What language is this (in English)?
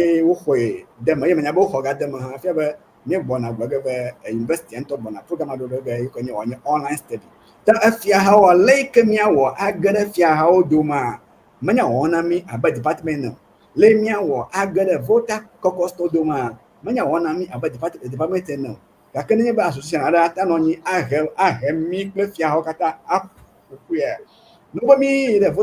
Ewe